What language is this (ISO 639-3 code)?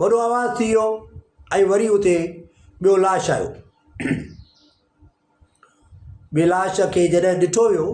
snd